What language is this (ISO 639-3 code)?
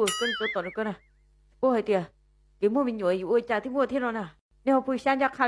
hmn